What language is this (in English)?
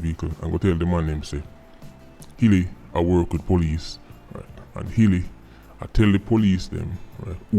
Jamaican Creole English